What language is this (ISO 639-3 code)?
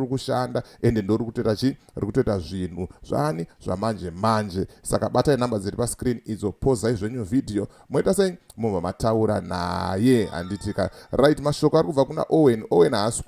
sna